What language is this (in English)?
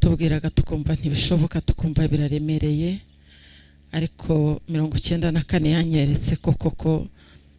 Kinyarwanda